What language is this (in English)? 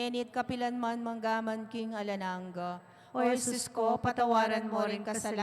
Pampanga